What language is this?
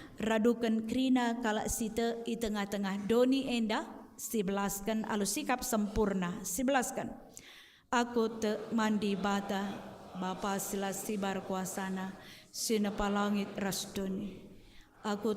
Batak Karo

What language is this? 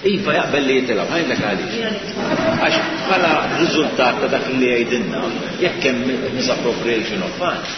Maltese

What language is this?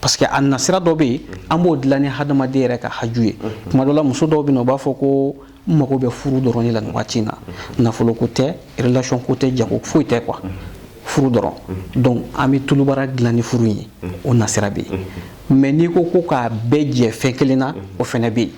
Bambara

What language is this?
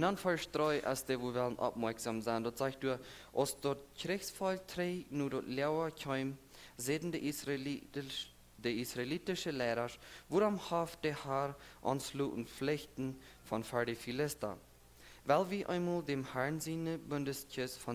Plautdietsch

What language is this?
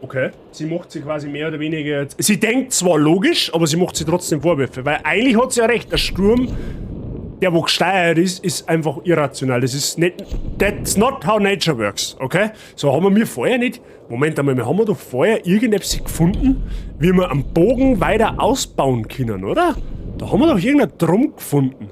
Bavarian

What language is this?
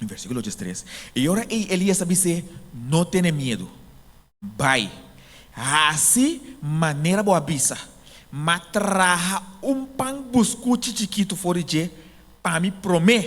Papiamento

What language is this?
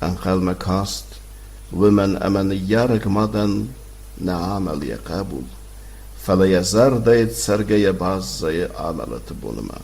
Ossetic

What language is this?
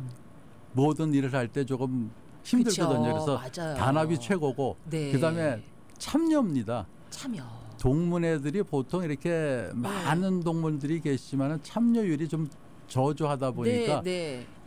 Korean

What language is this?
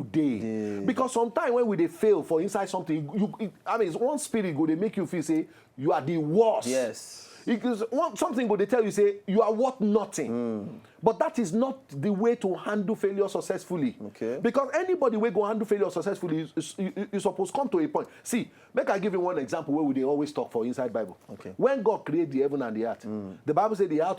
Nigerian Pidgin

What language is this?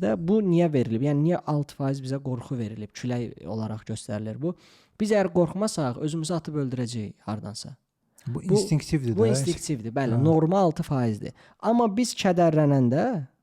Azerbaijani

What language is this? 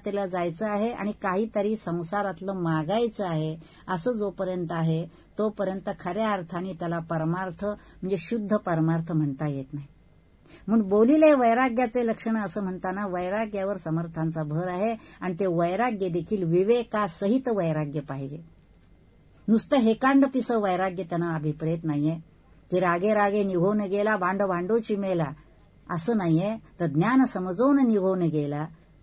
Marathi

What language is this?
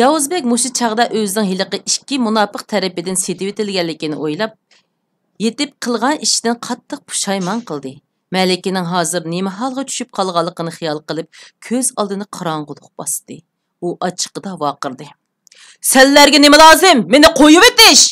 Uyghur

